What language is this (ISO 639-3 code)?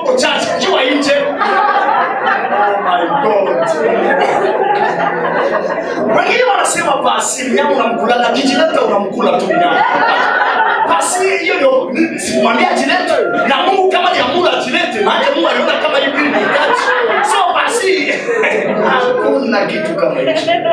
swa